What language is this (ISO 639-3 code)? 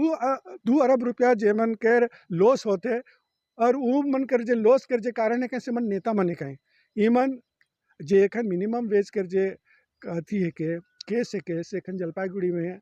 sck